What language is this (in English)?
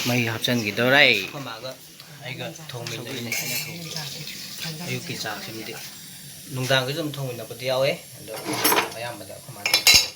Manipuri